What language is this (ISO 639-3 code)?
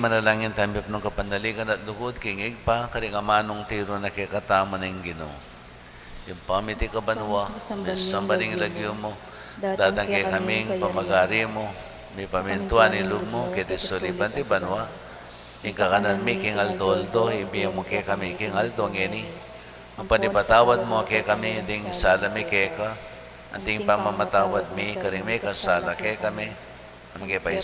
pam